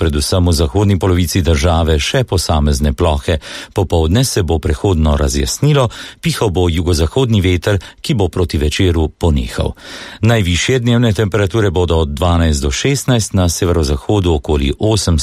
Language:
Slovenian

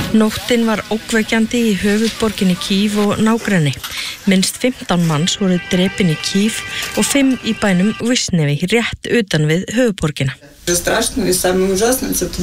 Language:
Icelandic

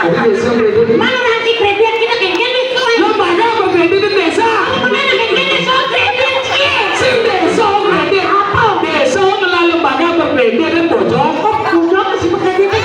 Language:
Balinese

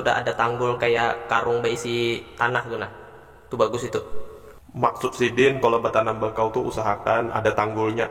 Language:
Banjar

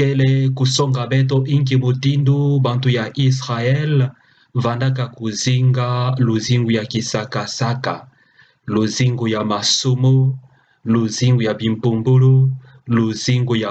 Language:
Kituba (Democratic Republic of Congo)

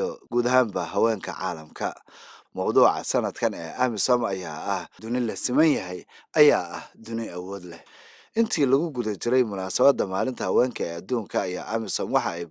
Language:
Somali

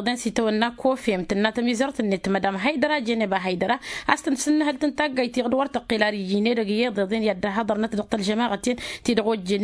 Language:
Tamasheq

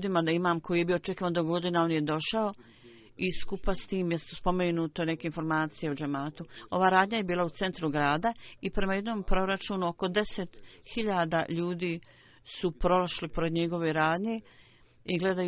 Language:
Bosnian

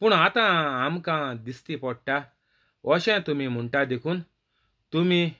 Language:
Konkani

